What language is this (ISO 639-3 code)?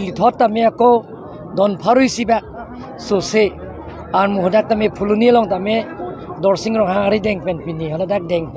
mjw